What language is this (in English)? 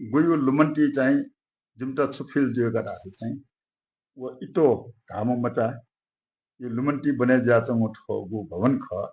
Newari